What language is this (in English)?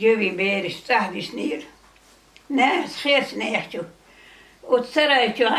Chechen